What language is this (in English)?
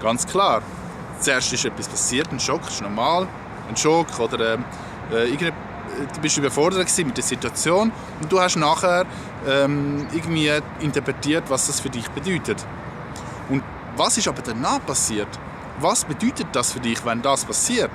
Swiss German